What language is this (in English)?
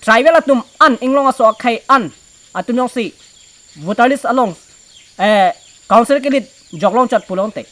Karbi